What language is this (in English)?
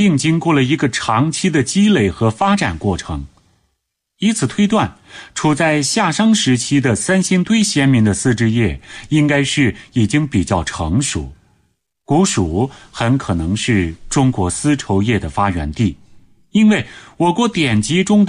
Chinese